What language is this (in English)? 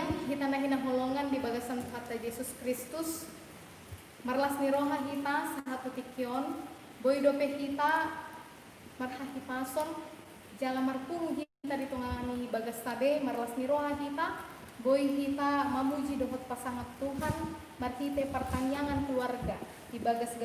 Batak Toba